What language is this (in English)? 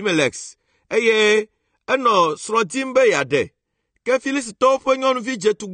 Ewe